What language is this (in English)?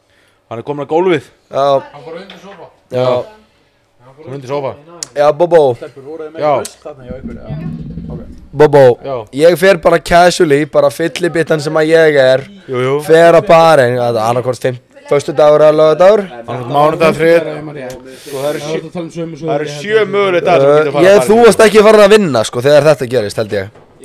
Icelandic